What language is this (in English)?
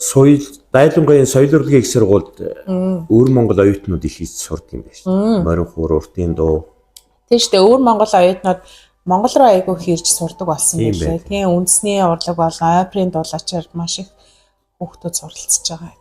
Mongolian